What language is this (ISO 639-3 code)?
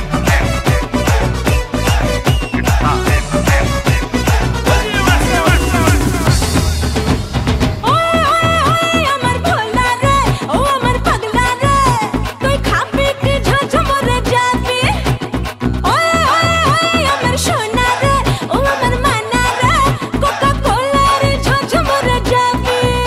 ben